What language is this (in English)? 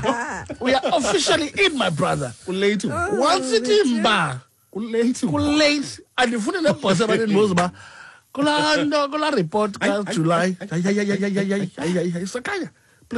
Xhosa